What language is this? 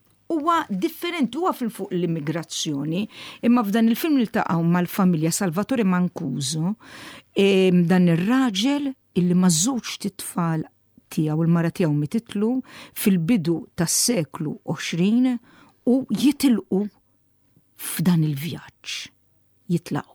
Maltese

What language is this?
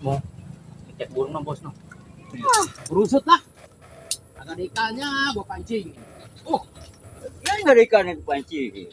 Betawi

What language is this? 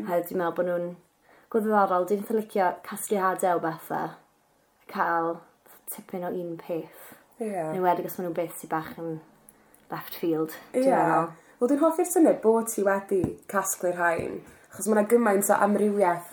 Welsh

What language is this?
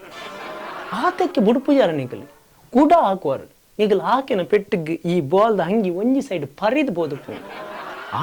Tulu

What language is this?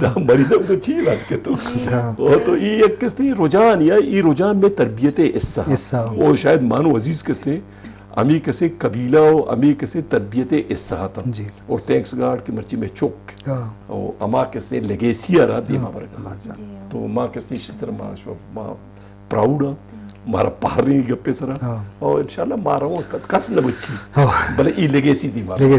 Eastern Balochi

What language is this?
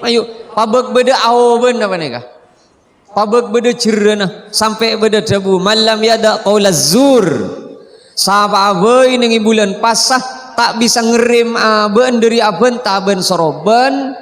Madurese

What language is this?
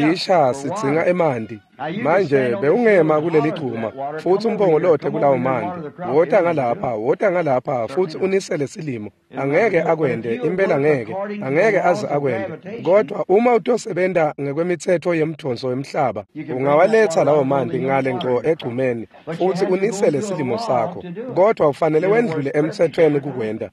Swati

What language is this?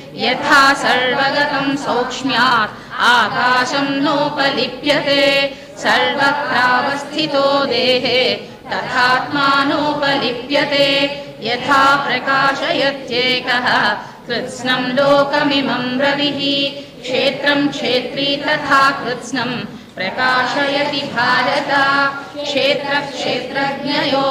Sanskrit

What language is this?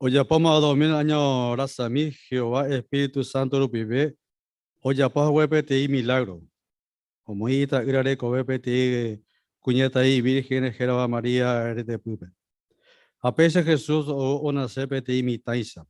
Guarani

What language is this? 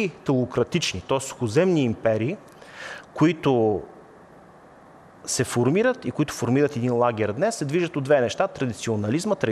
Bulgarian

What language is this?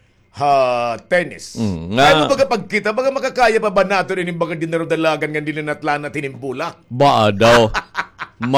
Waray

